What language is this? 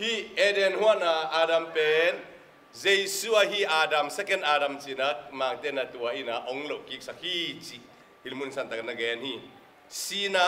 Tedim Chin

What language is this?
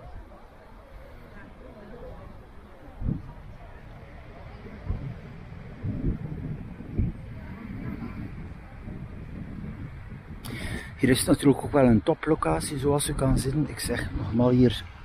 Dutch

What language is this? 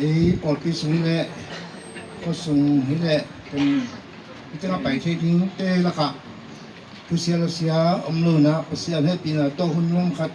Tedim Chin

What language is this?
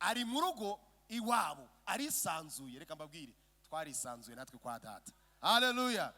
Kinyarwanda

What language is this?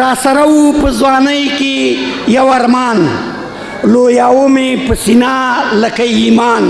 Pashto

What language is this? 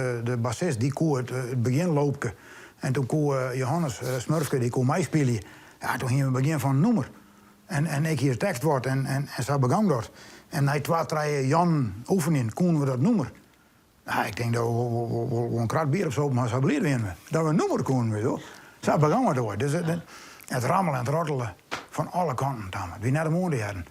Western Frisian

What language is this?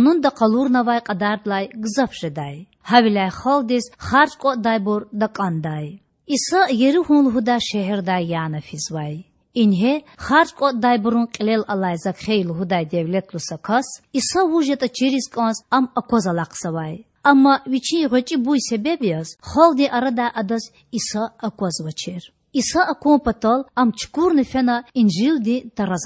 Lezghian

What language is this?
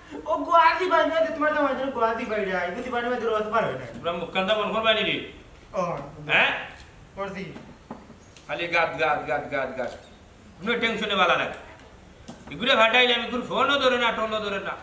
Sylheti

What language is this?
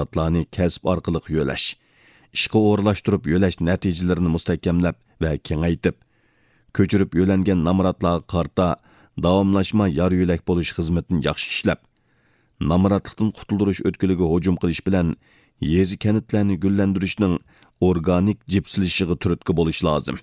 Uyghur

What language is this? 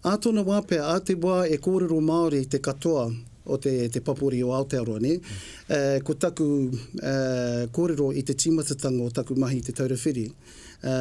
Māori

